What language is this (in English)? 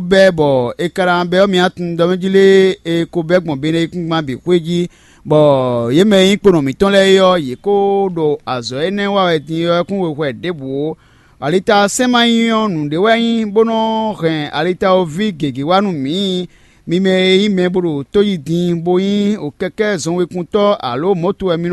Fon